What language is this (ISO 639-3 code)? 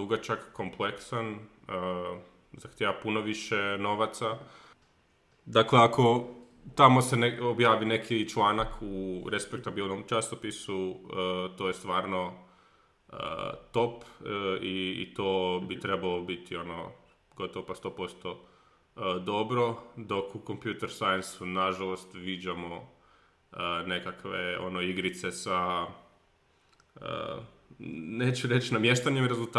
hrv